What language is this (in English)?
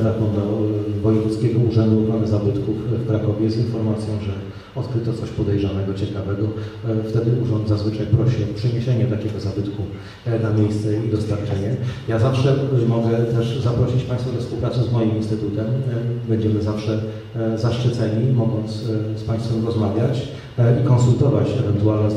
Polish